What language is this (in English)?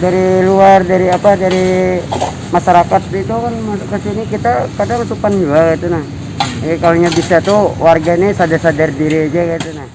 Banjar